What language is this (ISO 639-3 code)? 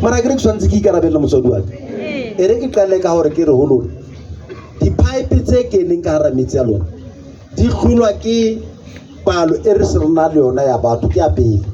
sot